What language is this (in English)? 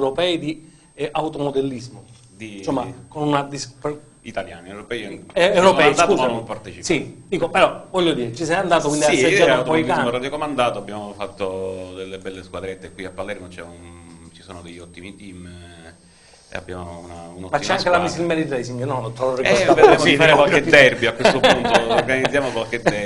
Italian